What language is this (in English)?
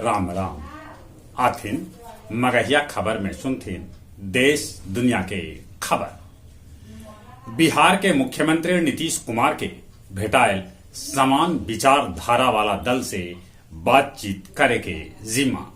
Magahi